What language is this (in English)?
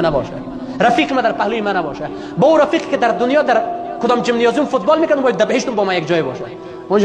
Persian